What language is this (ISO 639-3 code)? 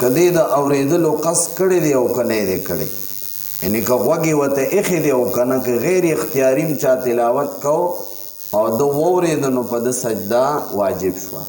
pus